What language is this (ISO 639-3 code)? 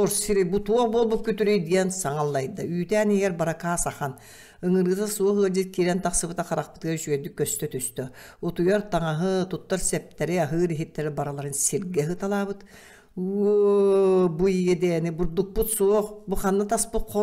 sah